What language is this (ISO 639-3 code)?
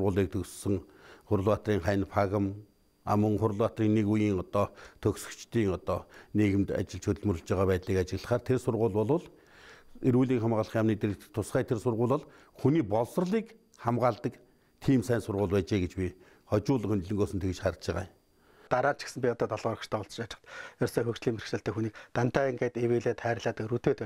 mon